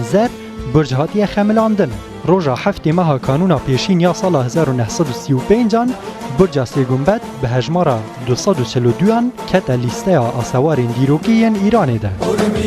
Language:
Kurdish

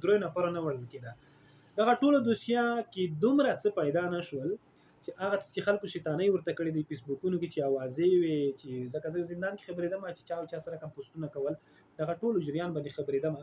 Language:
Pashto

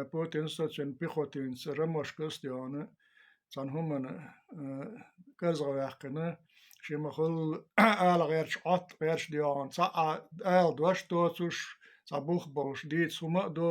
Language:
Chechen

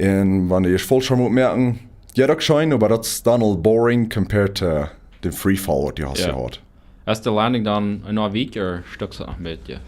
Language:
Plautdietsch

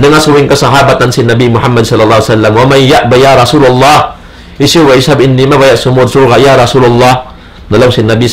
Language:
Tausug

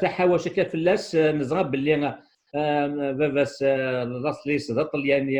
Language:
Kabyle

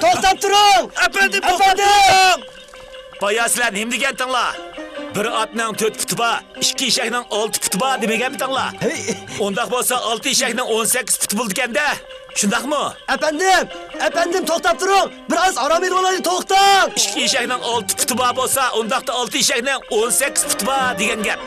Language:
Uyghur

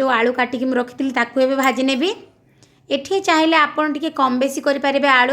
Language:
Odia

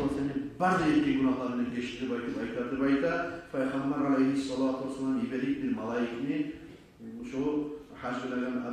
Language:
Kumyk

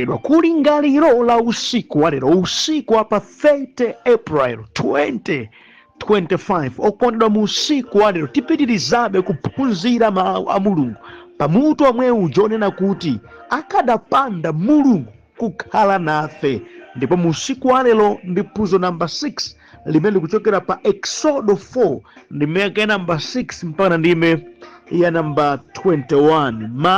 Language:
Nyanja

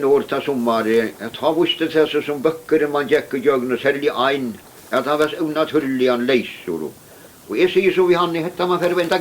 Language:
Faroese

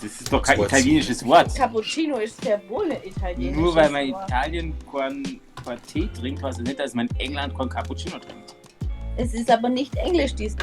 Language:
Bavarian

